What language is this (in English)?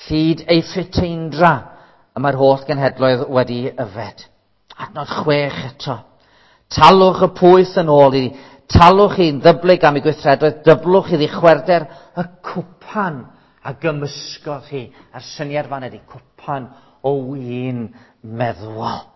Welsh